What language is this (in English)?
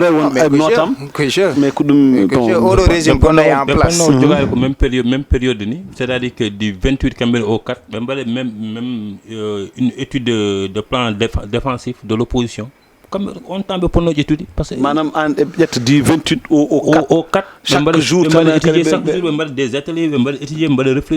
Fula